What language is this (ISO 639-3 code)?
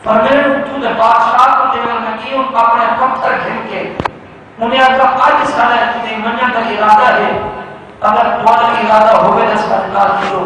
skr